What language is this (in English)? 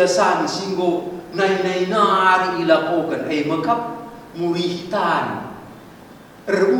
Batak Karo